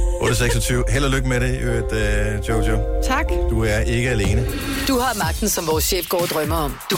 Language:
Danish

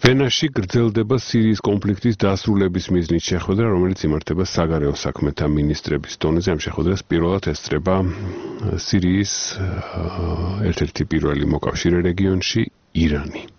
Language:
Georgian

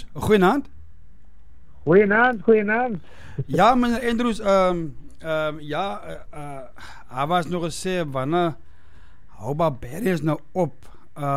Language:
Afrikaans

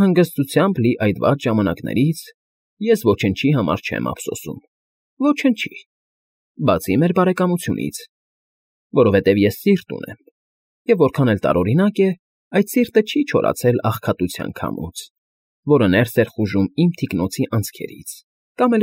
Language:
Armenian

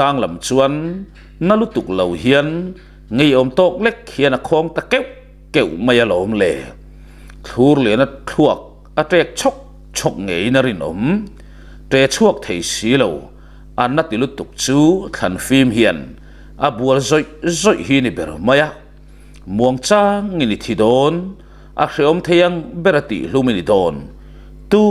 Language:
Mizo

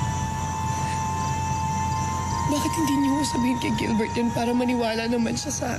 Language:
Filipino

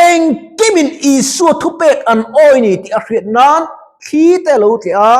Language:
Mizo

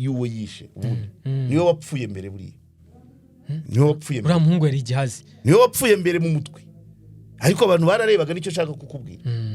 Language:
Kinyarwanda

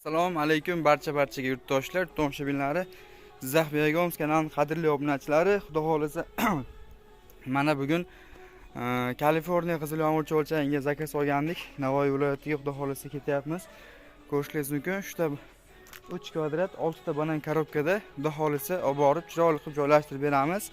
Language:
Uzbek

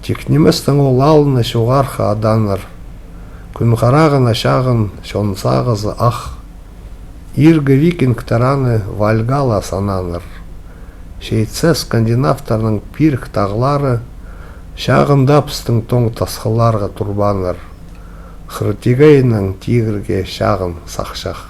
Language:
Khakas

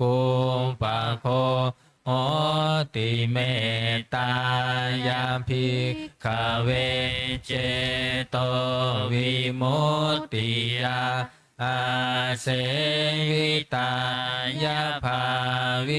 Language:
Pali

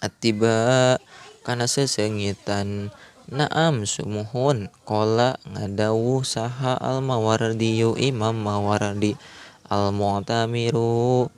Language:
Sundanese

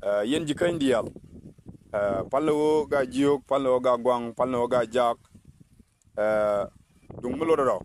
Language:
Nuer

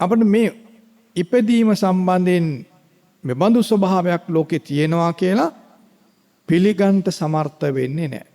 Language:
Sinhala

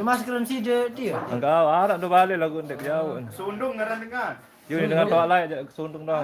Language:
Sasak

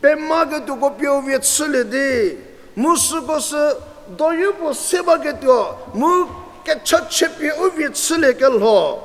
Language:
Angami Naga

